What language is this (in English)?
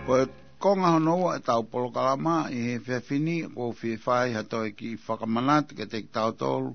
Tongan